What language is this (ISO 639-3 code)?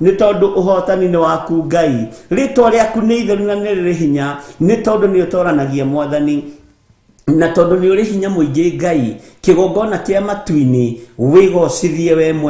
kik